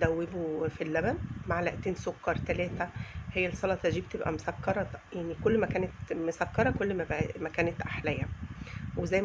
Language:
Egyptian Arabic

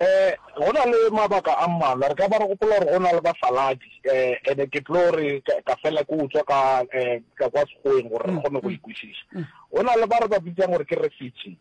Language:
Northern Sotho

